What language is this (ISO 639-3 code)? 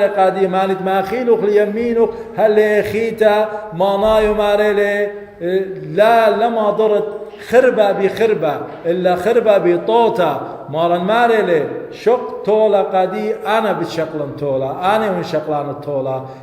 aii